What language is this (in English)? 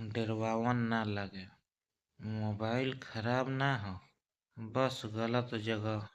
Bhojpuri